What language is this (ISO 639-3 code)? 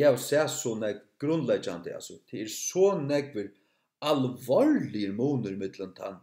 fao